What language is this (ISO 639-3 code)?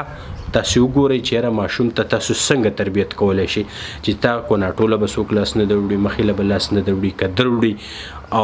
pus